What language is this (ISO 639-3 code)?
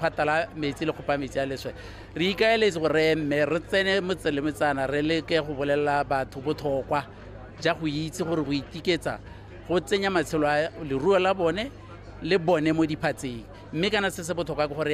tsn